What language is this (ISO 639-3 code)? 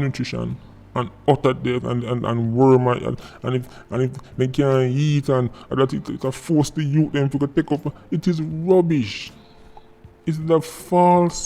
jam